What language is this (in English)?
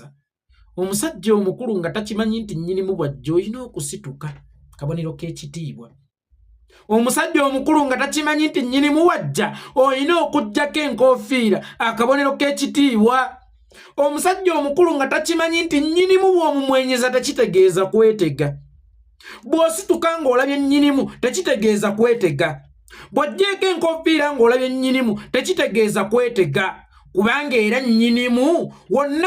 Ganda